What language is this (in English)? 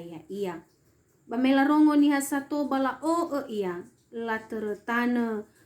Nias